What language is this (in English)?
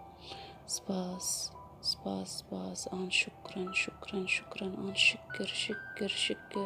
Kurdish